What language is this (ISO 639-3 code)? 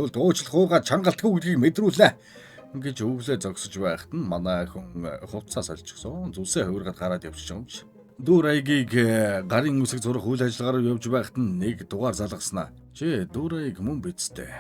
mon